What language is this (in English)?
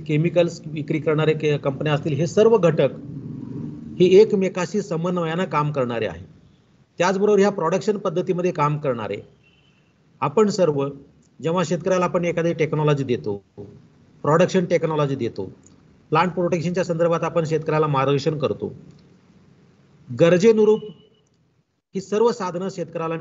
Marathi